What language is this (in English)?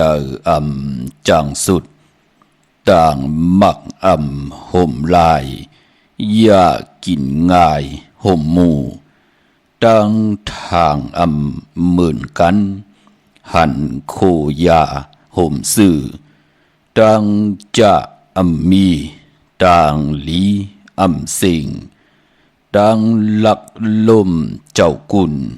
Shan